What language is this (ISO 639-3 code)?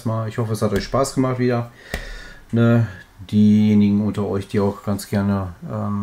deu